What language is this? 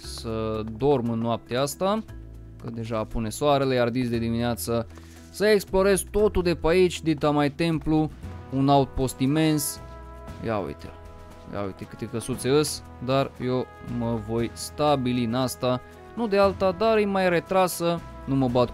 Romanian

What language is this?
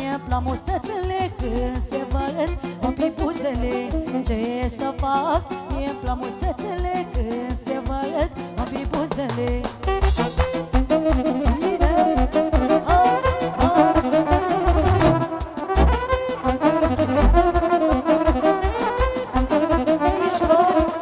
Romanian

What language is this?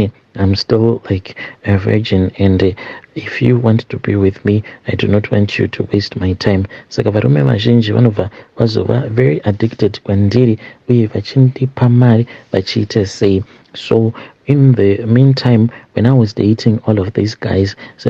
Shona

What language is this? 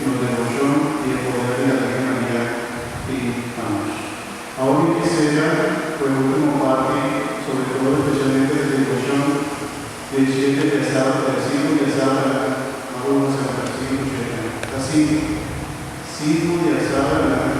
Papiamento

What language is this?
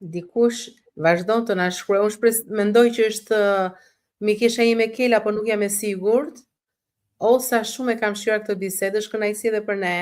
Albanian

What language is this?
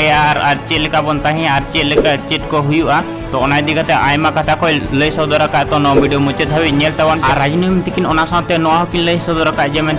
Santali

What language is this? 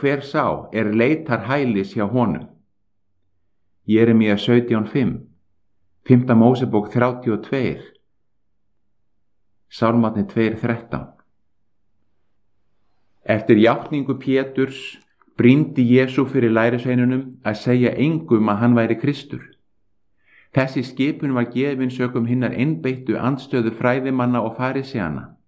Icelandic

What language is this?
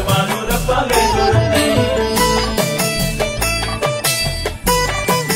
Malayalam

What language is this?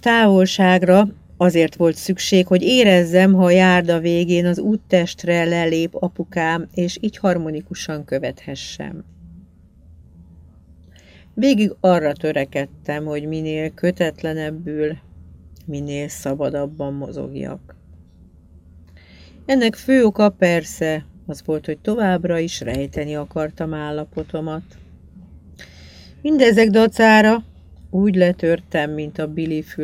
Hungarian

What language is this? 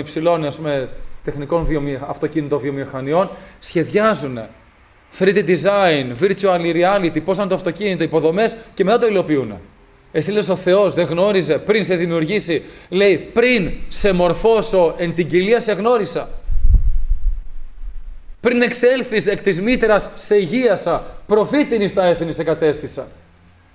Greek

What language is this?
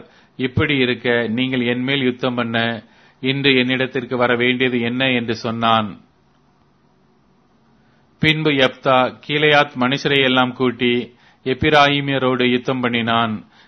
Tamil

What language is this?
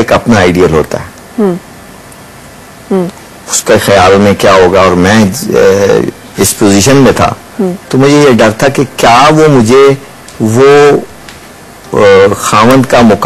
Urdu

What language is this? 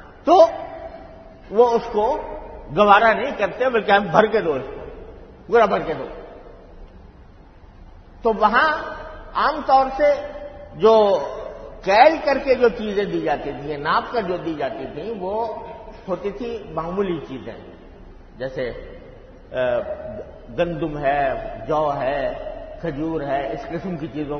Urdu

